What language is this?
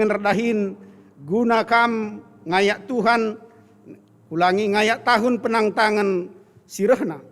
Batak Karo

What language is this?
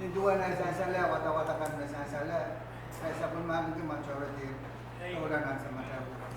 Pohnpeian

